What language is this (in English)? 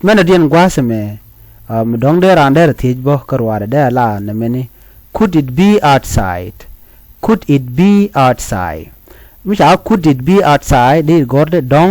Nuer